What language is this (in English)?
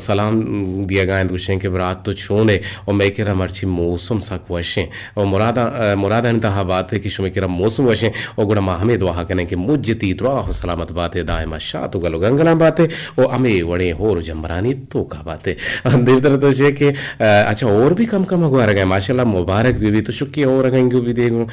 Eastern Balochi